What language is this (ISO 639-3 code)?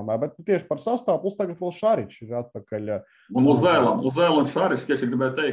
lav